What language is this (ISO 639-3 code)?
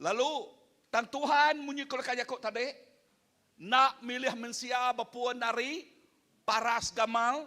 iba